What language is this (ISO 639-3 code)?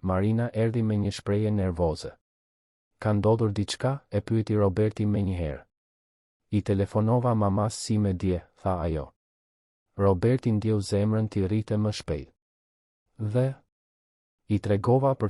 sqi